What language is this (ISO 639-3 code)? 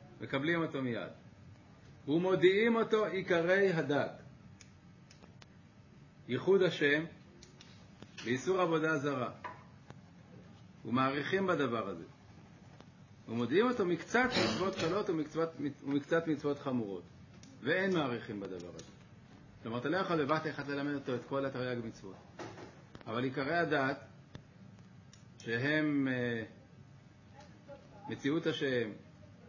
heb